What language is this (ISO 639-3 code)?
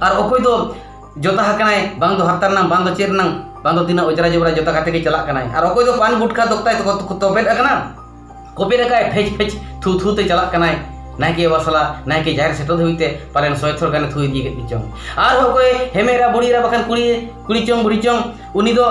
sat